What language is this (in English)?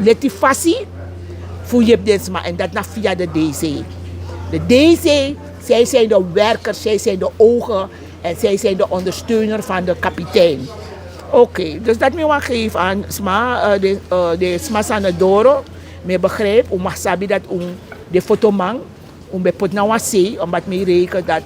Sranan Tongo